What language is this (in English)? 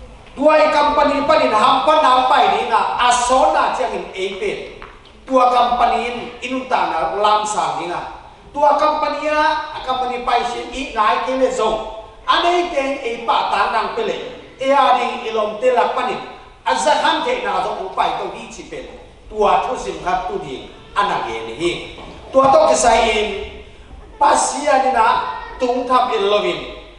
Tedim Chin